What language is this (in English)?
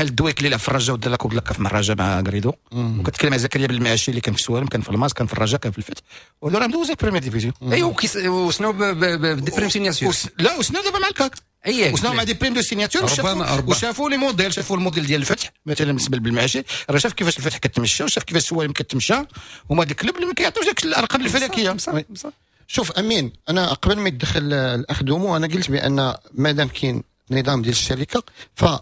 Moroccan Arabic